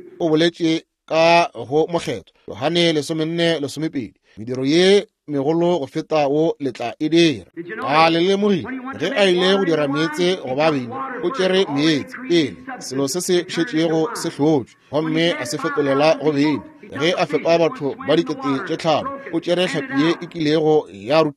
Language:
Northern Sotho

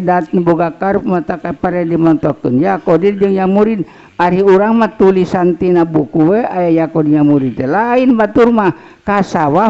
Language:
Sundanese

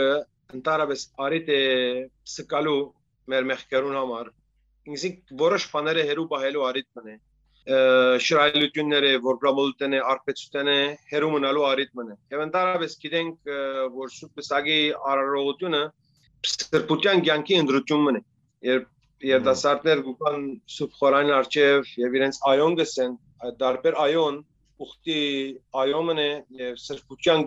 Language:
Western Armenian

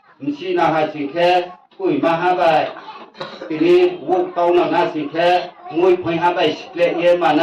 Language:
Riang (India)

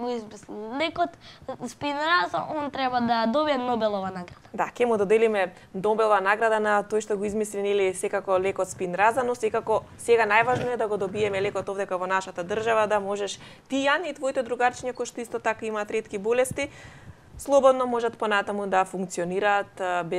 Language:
Macedonian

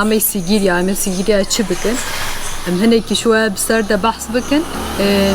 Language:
Kurdish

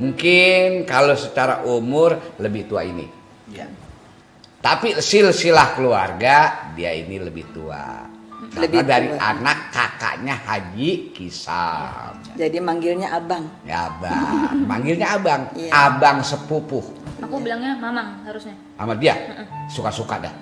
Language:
Betawi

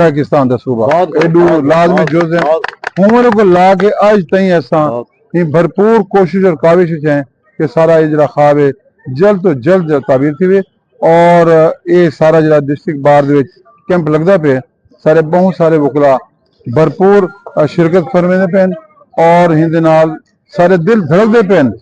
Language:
Saraiki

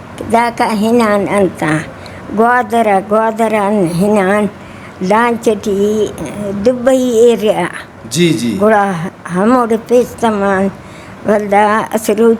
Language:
Brahui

